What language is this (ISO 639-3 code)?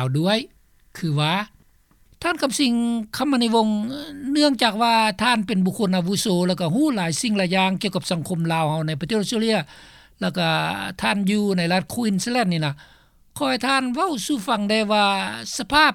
lao